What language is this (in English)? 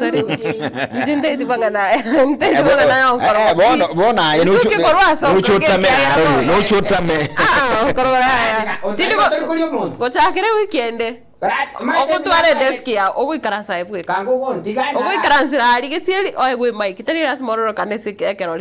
Gusii